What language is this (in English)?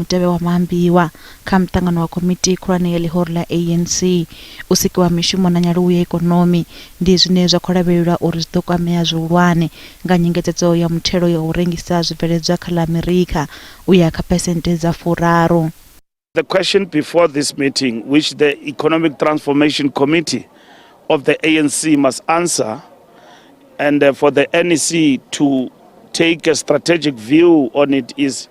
Venda